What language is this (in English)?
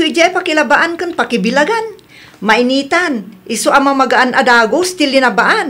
Iloko